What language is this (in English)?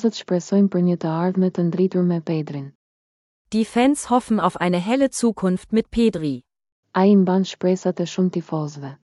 Albanian